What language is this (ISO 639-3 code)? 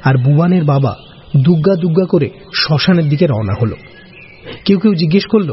ben